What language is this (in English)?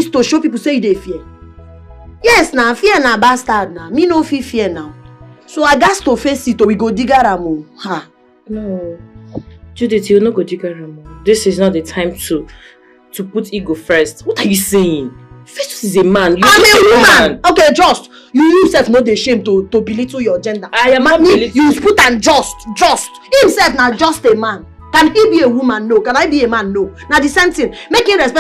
Nigerian Pidgin